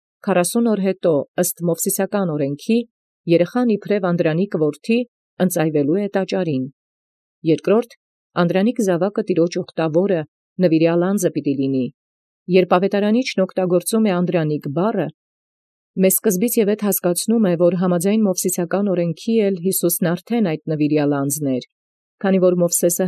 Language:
Armenian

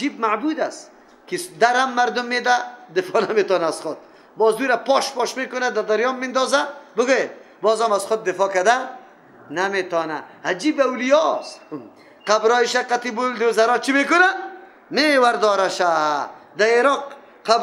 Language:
Persian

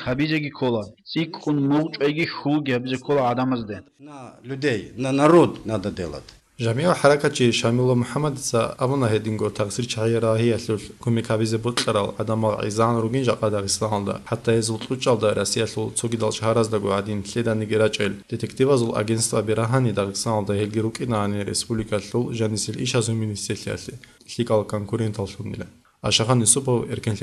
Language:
Avaric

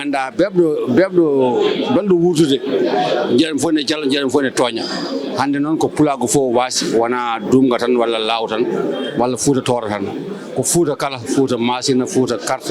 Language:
Fula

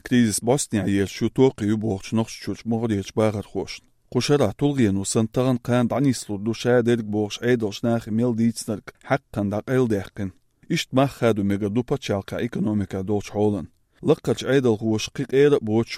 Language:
Chechen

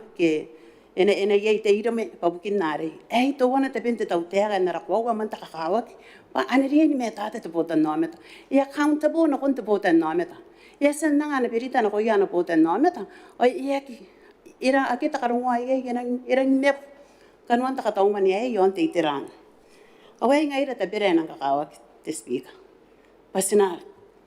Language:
Gilbertese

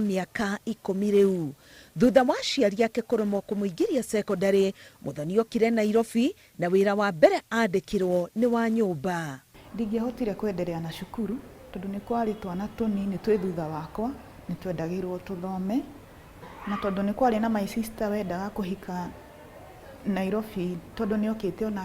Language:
Kikuyu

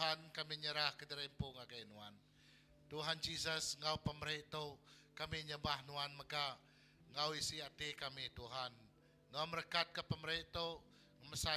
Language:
Iban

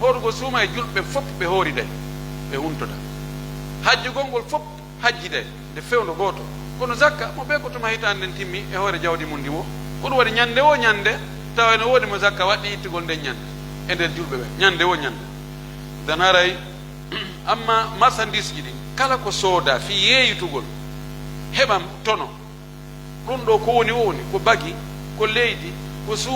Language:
Pular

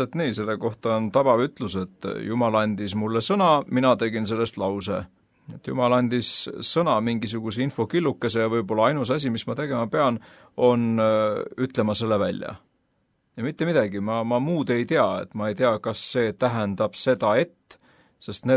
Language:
Estonian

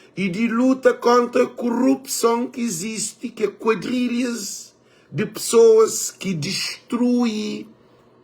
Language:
Kabuverdianu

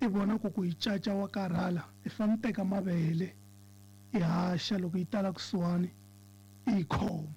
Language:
Tsonga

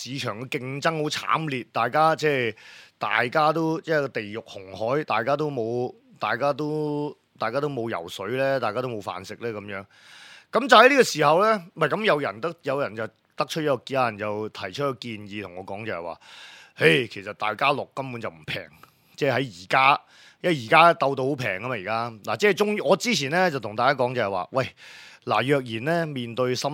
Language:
Cantonese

